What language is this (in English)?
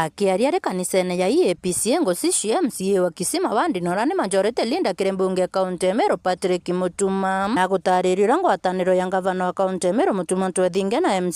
Meru